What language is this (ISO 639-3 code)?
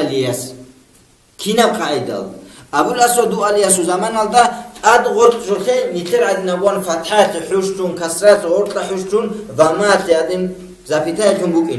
ava